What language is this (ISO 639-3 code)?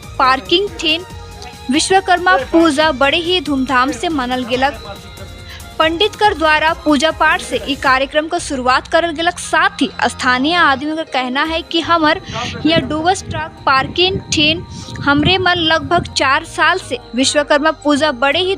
sck